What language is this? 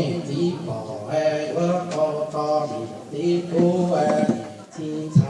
Hmong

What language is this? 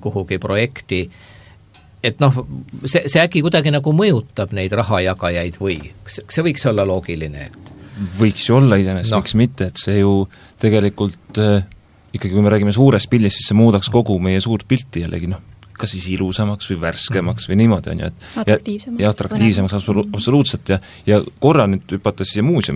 Estonian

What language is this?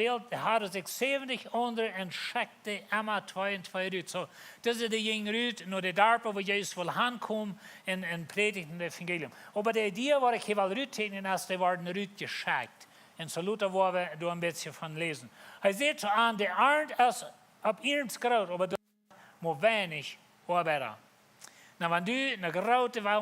Plautdietsch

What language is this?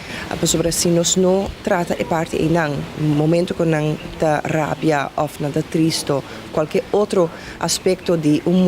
Papiamento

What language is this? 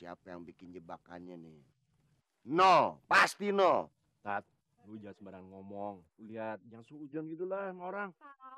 Betawi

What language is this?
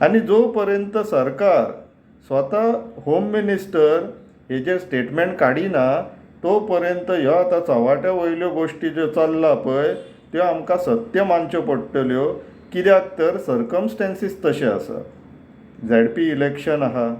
Konkani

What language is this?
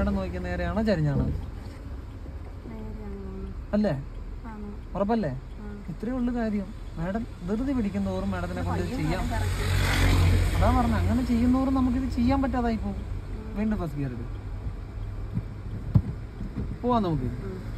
Malayalam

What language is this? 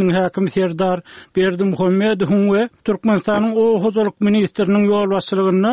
Turkmen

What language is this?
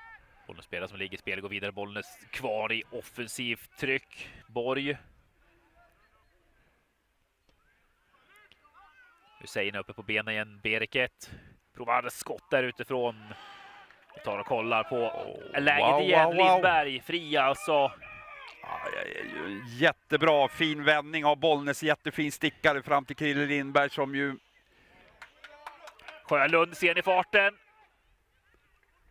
Swedish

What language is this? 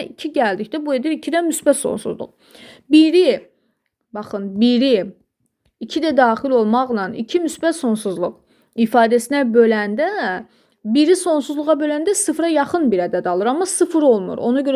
Azerbaijani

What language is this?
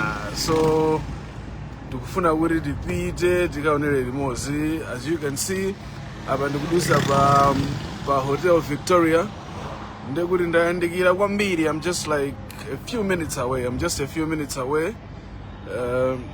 Nyanja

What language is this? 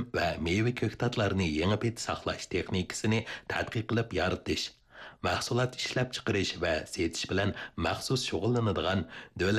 Uyghur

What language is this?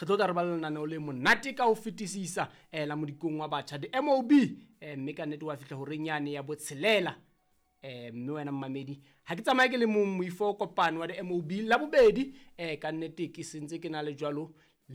Southern Sotho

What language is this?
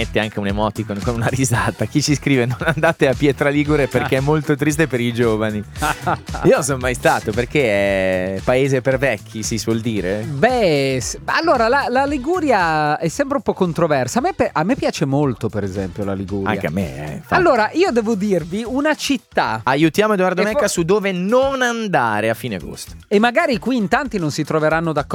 Italian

